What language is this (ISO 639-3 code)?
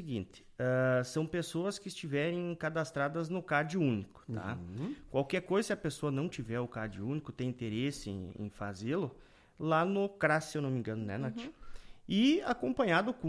por